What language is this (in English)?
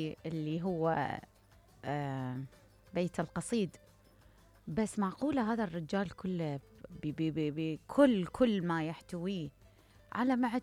Mesopotamian Arabic